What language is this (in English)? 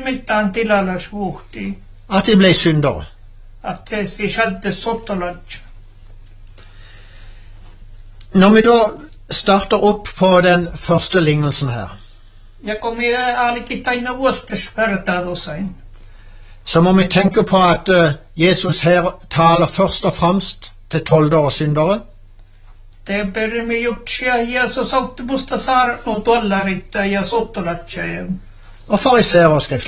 Norwegian